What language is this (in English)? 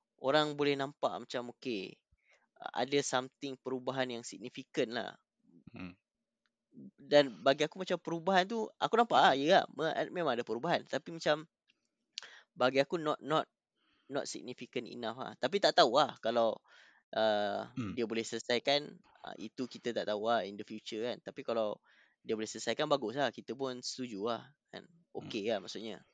Malay